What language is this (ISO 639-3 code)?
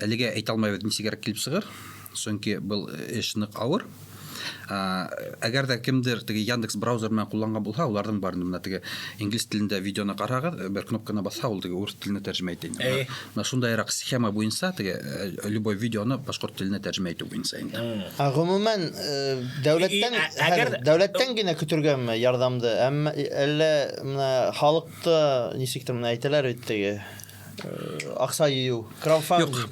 bak